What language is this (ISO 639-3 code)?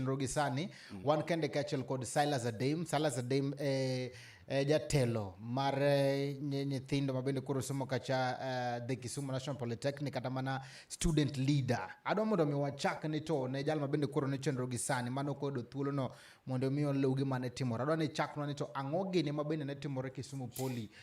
luo